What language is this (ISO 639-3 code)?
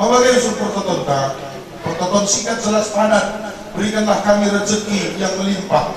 btx